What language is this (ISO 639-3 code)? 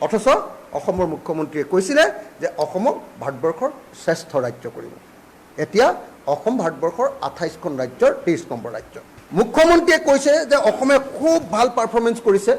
asm